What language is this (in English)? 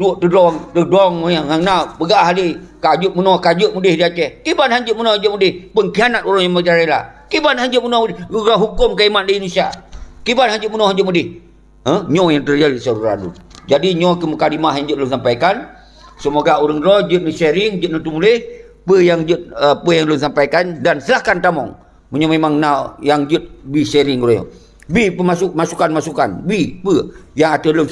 Achinese